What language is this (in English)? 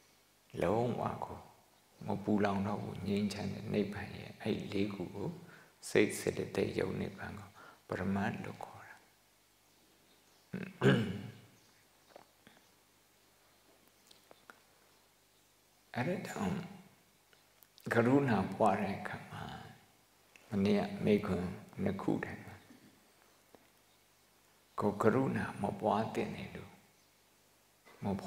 Burmese